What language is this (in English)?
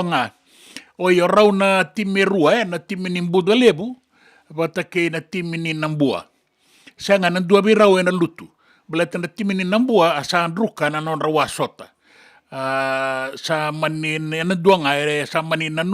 Fijian